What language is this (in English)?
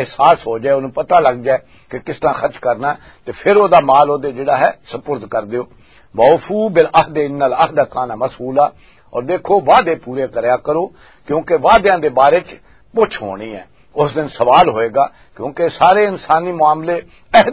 Western Panjabi